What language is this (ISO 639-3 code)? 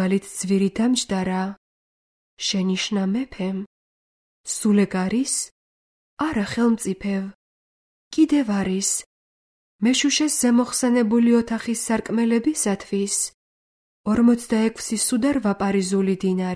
kat